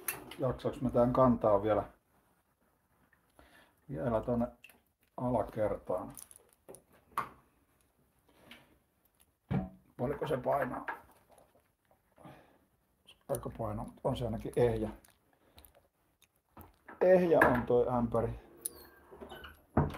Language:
Finnish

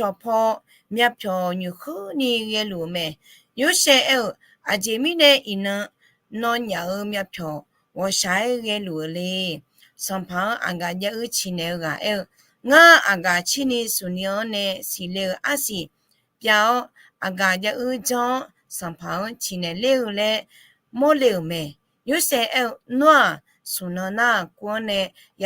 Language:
Akha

